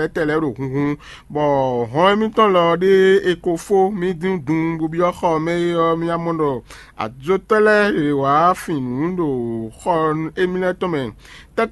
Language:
Fon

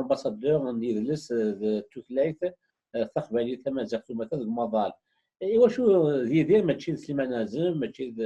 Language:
Kabyle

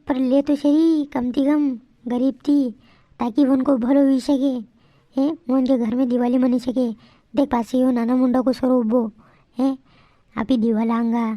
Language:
Rajasthani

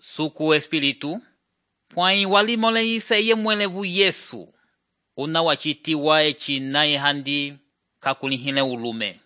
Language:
Umbundu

